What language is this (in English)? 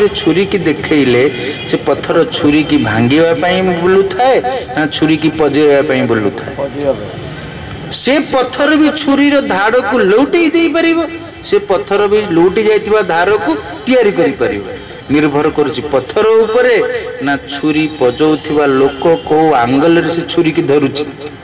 Odia